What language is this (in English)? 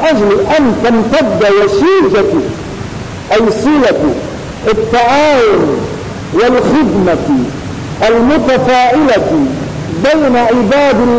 Arabic